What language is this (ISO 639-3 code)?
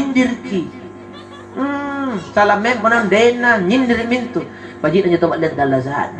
mak